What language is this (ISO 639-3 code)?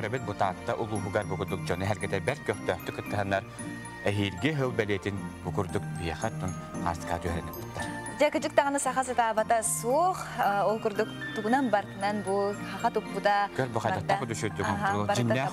sah